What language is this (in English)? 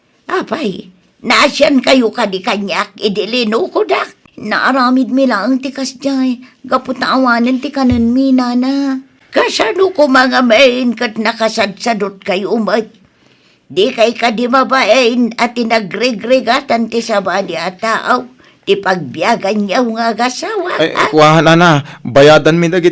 Iloko